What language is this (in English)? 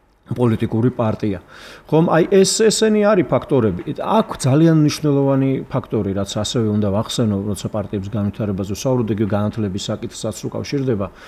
Georgian